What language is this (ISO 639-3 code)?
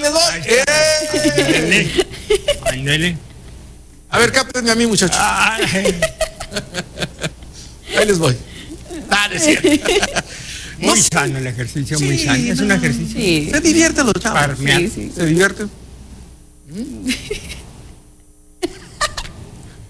spa